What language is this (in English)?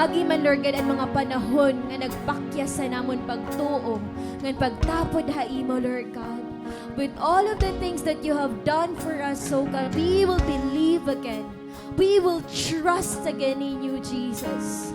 Waray